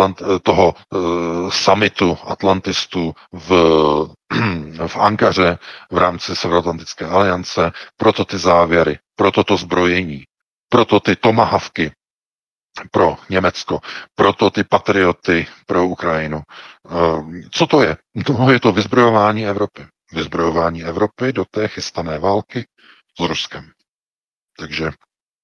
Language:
Czech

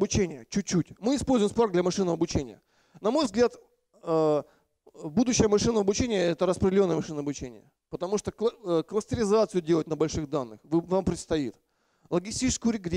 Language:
Russian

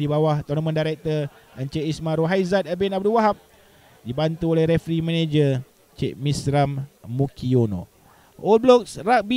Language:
Malay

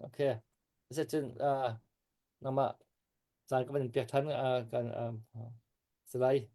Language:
Hakha Chin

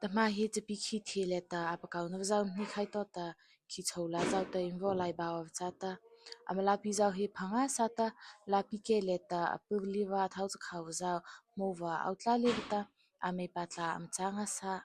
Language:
Mara Chin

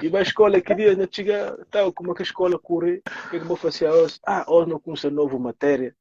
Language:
Kabuverdianu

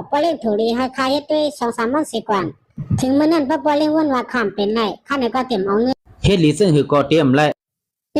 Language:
Shan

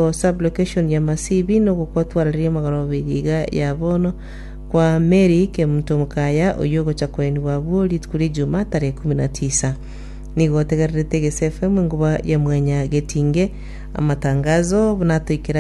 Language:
Gusii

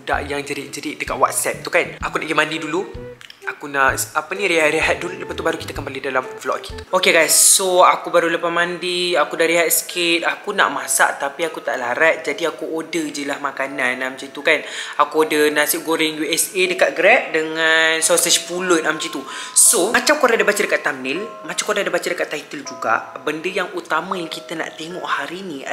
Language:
Malay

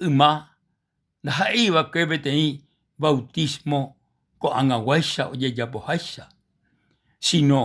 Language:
Guarani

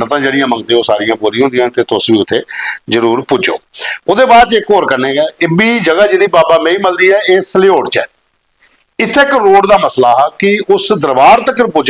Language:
Dogri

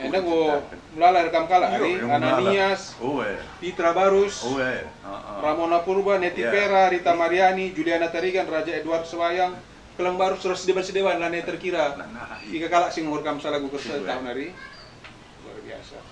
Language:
Batak Karo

